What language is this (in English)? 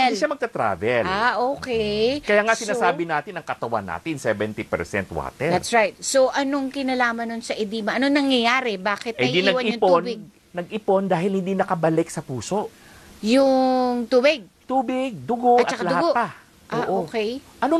Filipino